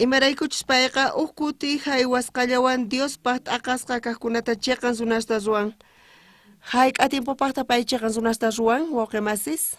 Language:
South Bolivian Quechua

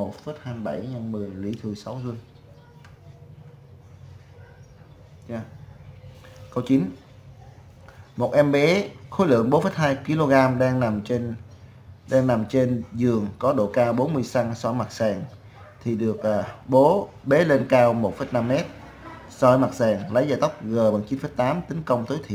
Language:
Vietnamese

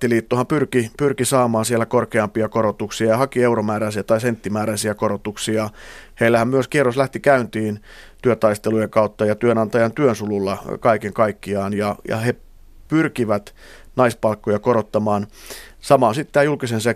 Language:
Finnish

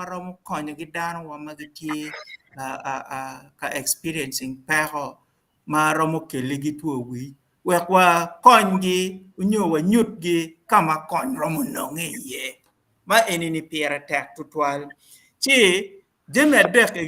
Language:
Acoli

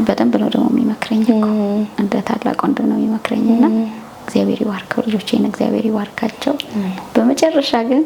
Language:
Amharic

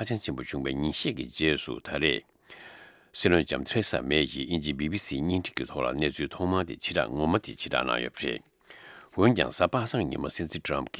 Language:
Tibetan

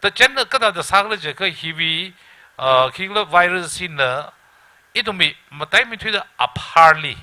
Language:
Tangkhul Naga (India)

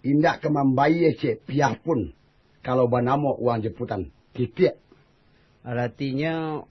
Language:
Minangkabau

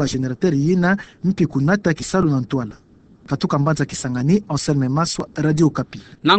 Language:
Kituba (Democratic Republic of Congo)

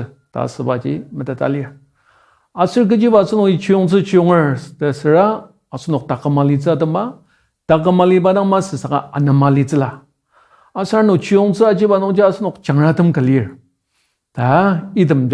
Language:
Ao Naga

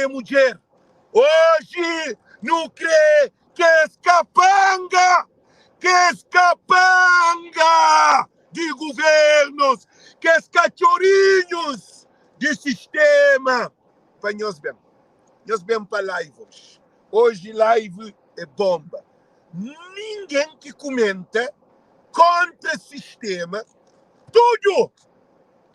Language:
Kabuverdianu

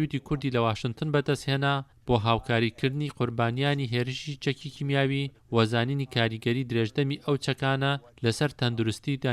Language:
Central Kurdish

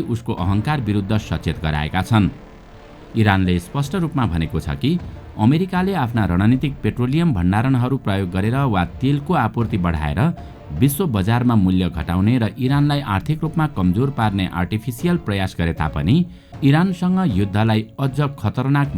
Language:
Nepali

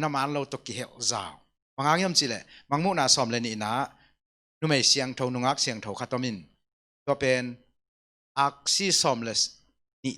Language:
Tedim Chin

